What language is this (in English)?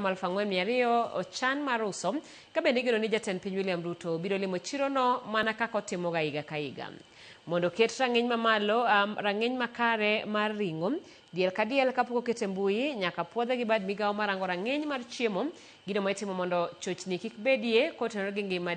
Luo (Kenya and Tanzania)